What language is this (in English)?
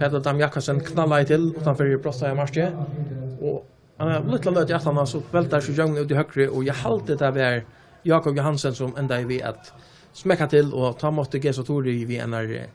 Faroese